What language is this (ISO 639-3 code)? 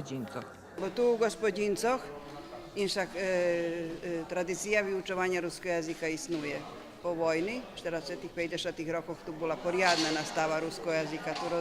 rue